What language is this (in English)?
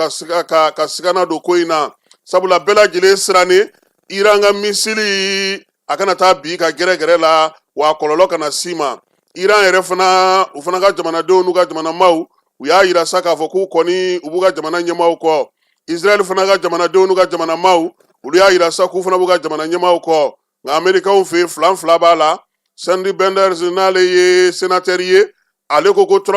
Bambara